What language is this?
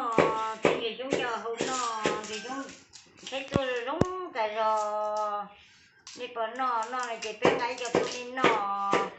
Hmong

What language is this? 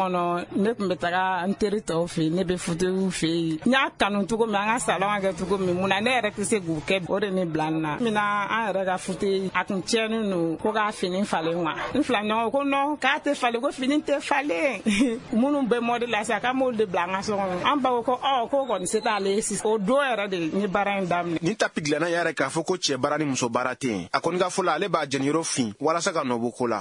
Bambara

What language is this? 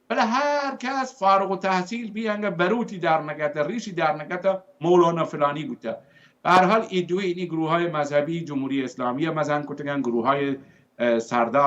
Baluchi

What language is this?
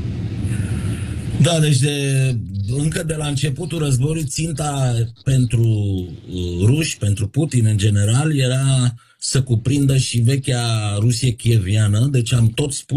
Romanian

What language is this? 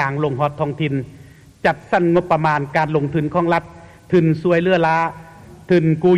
Lao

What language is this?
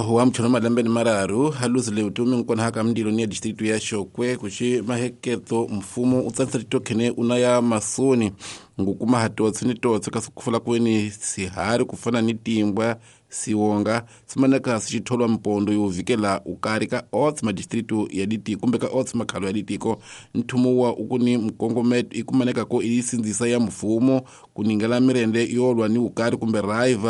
Tsonga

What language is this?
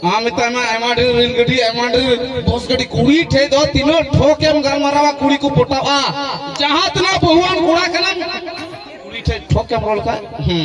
Santali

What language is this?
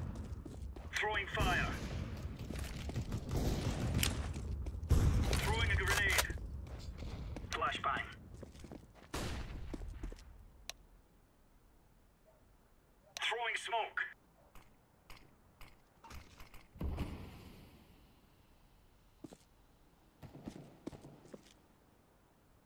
English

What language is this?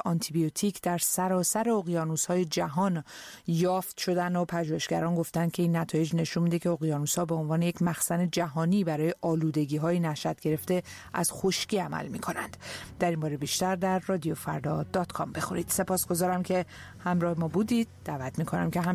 Persian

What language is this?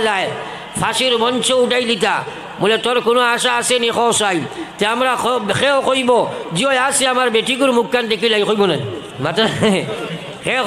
Sylheti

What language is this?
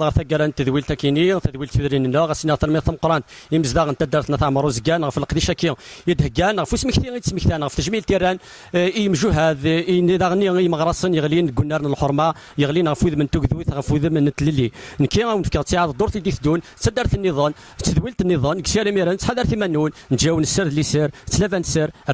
Kabyle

